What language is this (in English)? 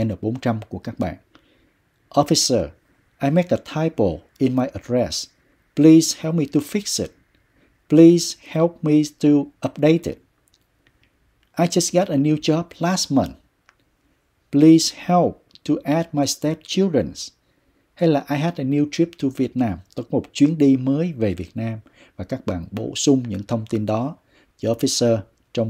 Vietnamese